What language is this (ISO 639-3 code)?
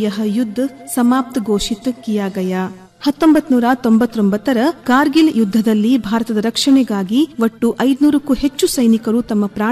kan